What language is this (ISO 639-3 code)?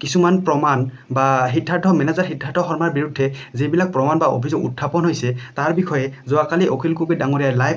asm